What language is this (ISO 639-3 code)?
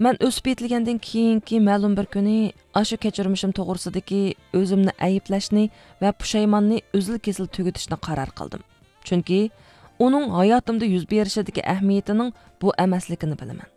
uig